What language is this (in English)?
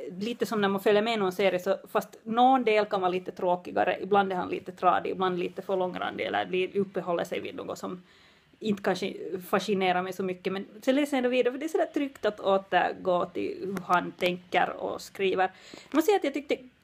Swedish